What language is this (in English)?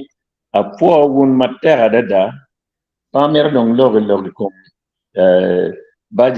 Acoli